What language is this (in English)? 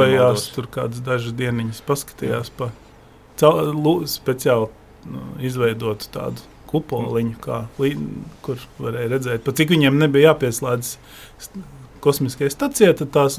Latvian